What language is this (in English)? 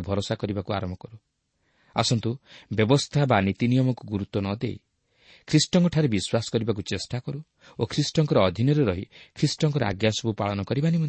Odia